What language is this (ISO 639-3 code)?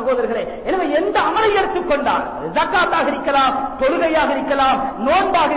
tam